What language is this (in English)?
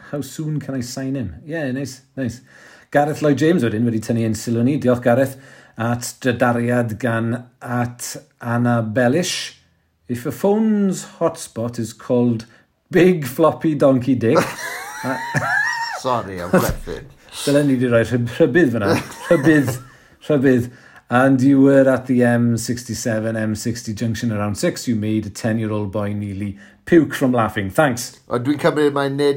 Welsh